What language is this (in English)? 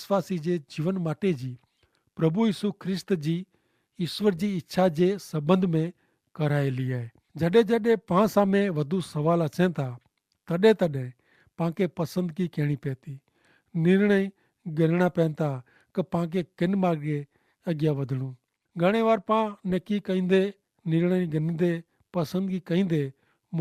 Kachhi